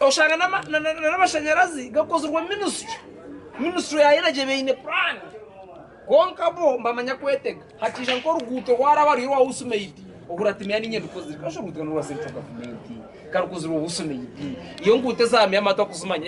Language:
Nyankole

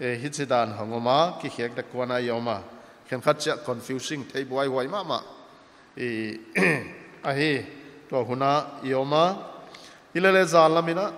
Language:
Paite Chin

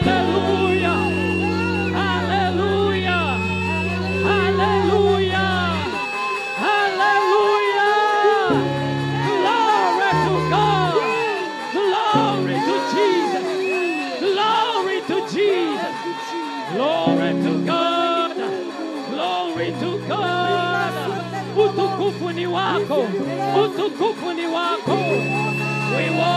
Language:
Swahili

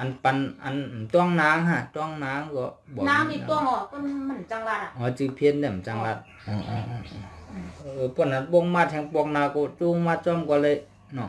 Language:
Shan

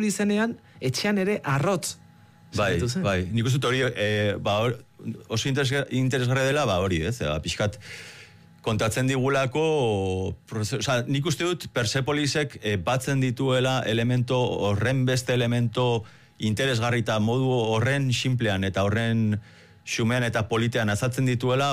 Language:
Basque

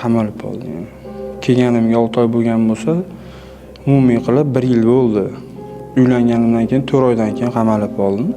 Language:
Uzbek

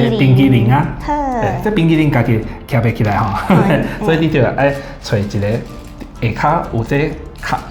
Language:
Min Nan Chinese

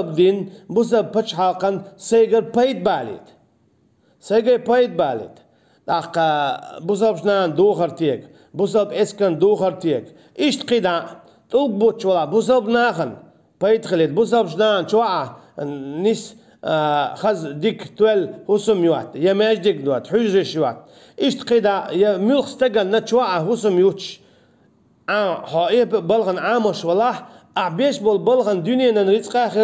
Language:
Chechen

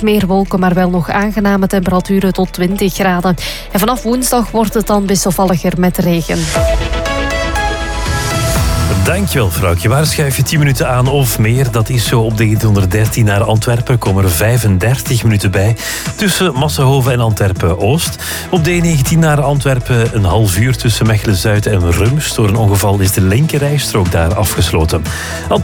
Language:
Dutch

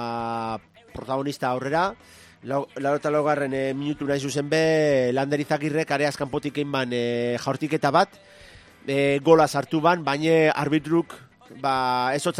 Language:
Basque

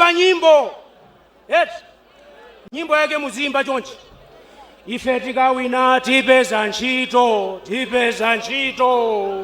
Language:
Nyanja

